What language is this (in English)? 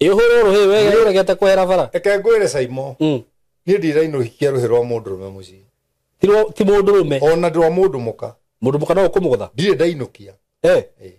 Kikuyu